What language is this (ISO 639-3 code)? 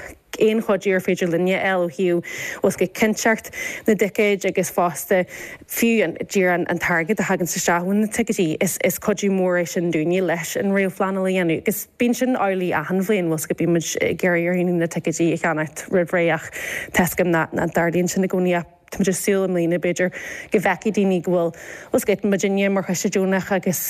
gle